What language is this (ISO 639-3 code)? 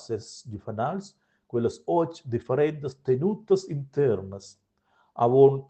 roh